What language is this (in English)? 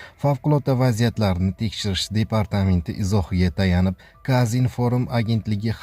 Uzbek